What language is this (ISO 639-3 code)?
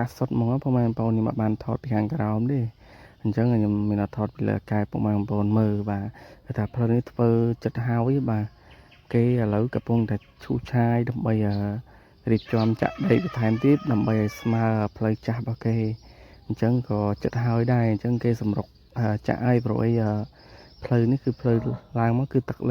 khm